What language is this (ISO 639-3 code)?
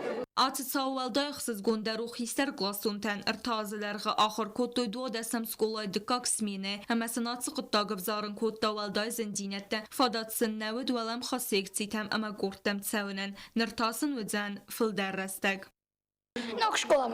oss